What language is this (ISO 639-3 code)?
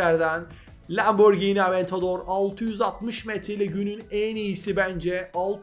tur